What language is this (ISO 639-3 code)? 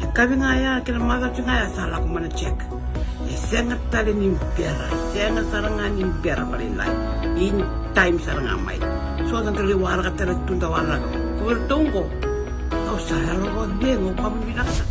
fij